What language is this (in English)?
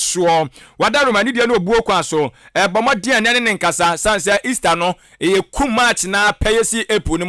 Akan